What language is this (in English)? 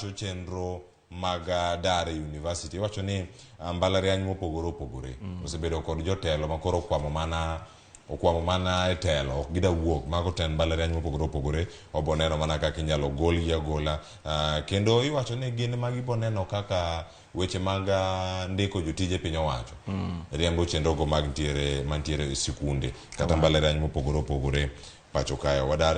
Luo (Kenya and Tanzania)